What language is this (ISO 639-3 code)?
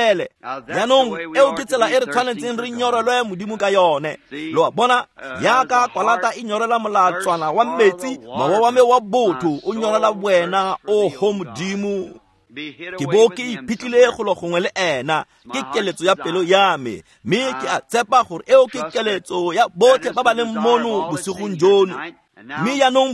tsn